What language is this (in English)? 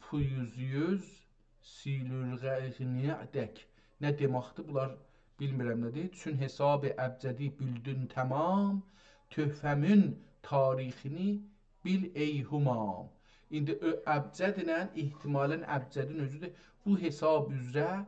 South Azerbaijani